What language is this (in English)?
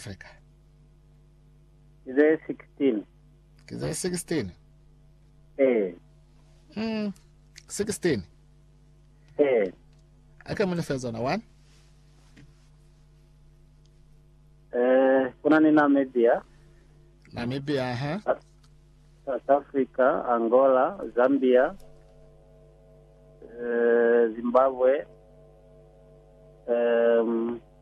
Lozi